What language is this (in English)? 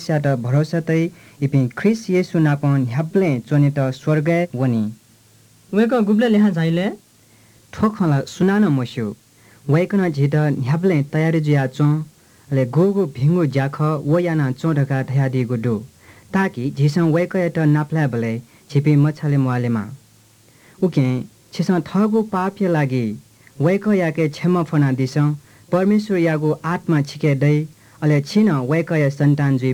Newari